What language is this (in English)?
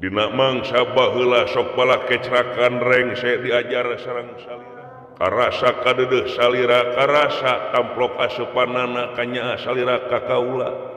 Sundanese